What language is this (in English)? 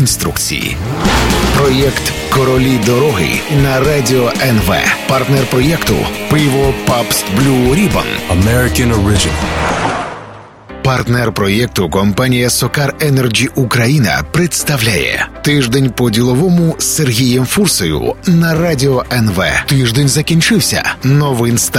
Ukrainian